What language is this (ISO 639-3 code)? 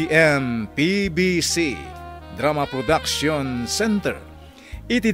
ilo